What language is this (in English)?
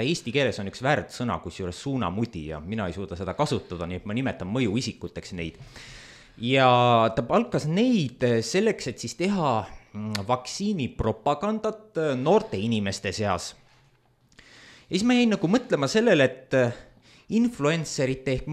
Estonian